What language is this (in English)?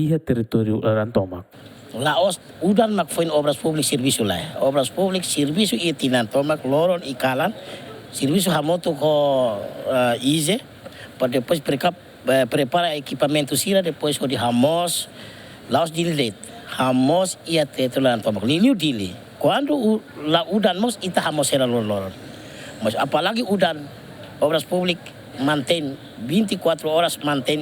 Tetum